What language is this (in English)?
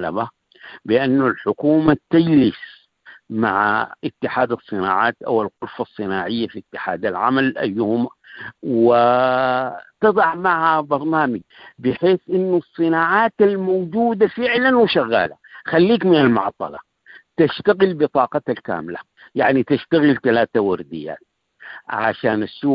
Sudanese Arabic